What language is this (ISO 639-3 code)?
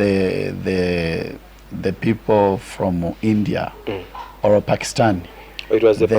nya